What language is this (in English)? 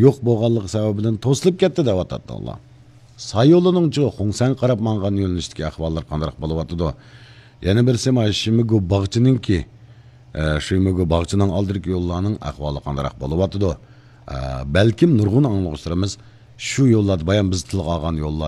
Uyghur